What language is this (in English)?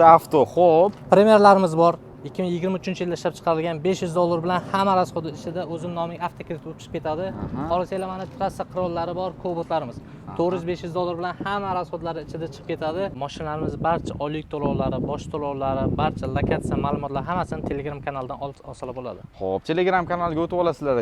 Uzbek